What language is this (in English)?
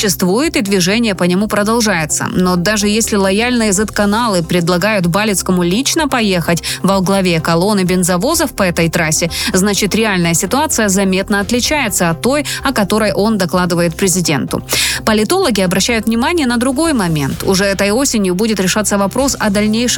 Russian